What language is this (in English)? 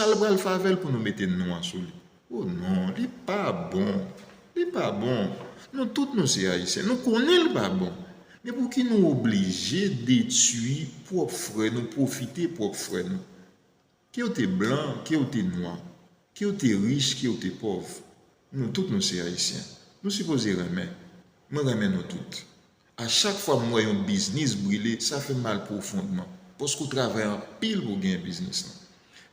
Haitian Creole